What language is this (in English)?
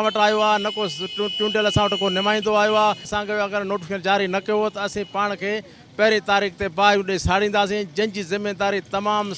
Sindhi